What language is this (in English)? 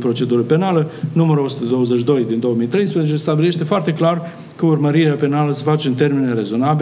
Romanian